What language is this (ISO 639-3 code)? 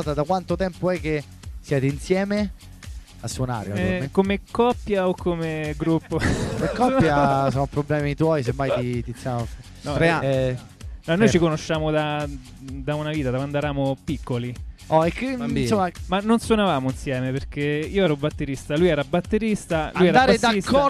ita